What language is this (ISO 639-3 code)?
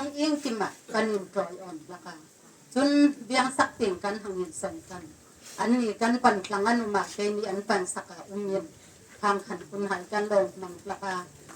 hmr